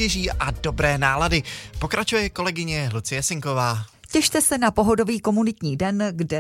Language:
Czech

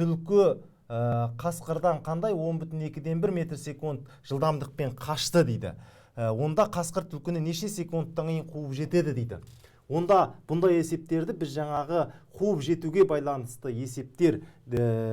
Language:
Kazakh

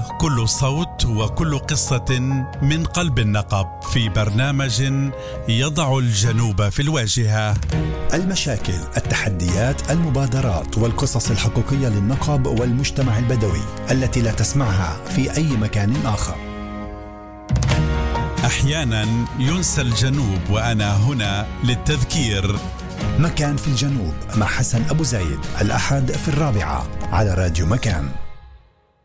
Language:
Arabic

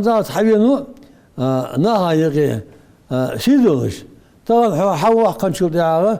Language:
Ingush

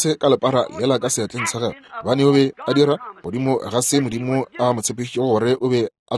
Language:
Northern Sotho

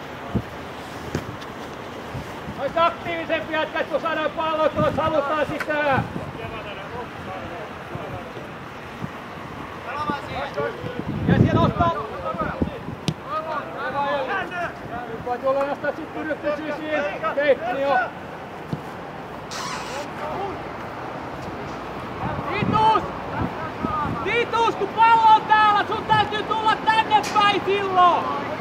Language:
Finnish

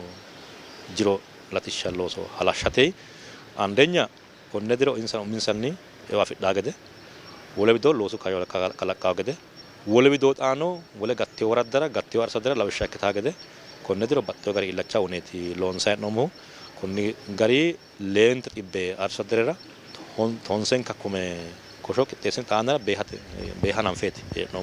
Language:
Sidamo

